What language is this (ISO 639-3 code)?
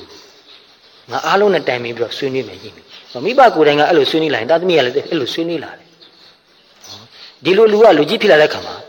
mya